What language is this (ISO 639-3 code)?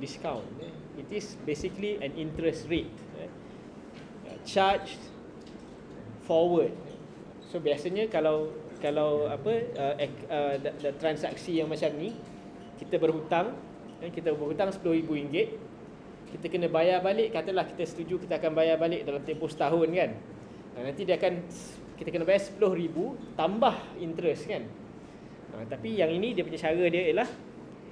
msa